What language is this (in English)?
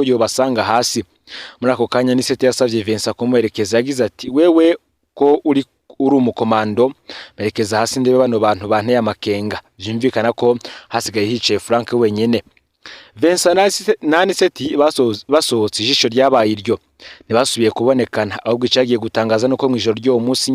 Rundi